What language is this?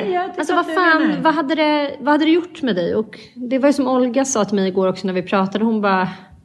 Swedish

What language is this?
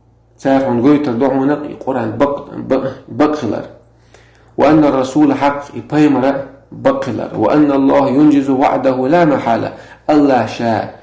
Chechen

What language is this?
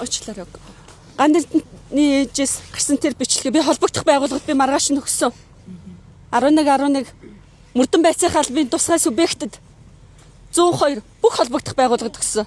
Mongolian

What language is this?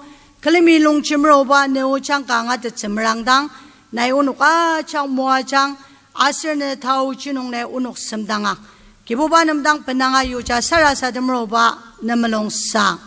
Ao Naga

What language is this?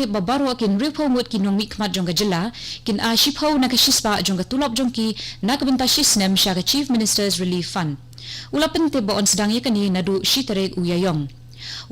Khasi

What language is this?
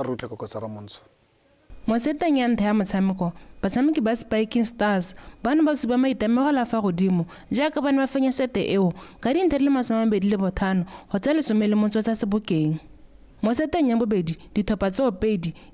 Tswana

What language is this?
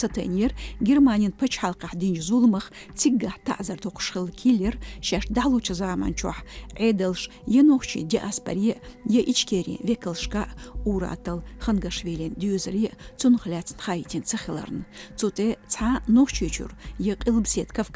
Chechen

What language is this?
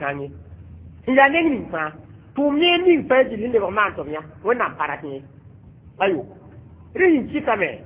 Mossi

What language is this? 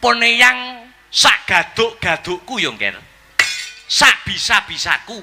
Javanese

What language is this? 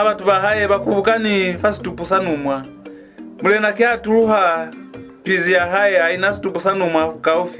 Lozi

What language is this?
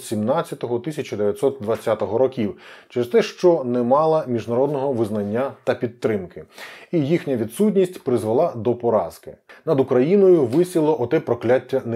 Ukrainian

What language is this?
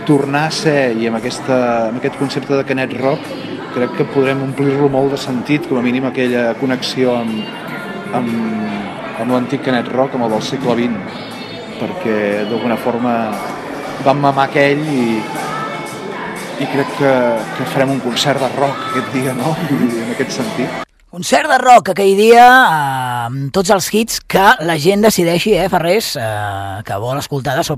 Catalan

